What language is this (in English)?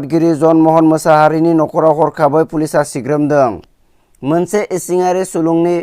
Bodo